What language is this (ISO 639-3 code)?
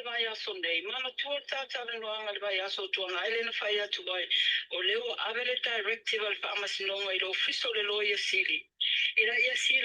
smo